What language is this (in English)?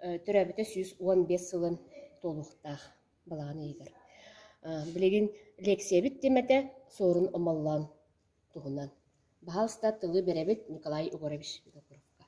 Yakut